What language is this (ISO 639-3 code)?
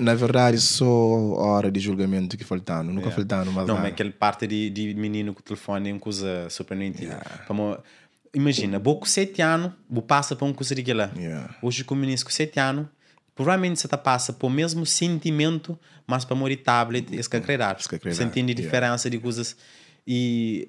kea